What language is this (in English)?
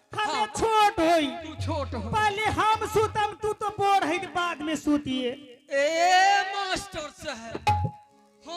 Angika